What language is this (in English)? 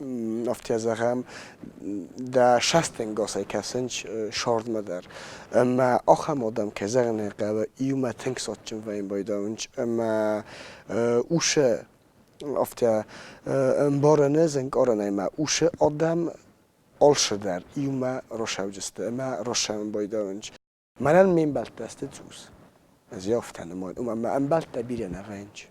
Ossetic